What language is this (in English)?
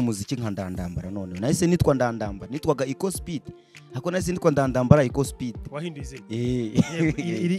Kinyarwanda